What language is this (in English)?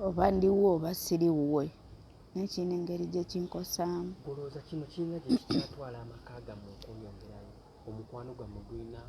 Ganda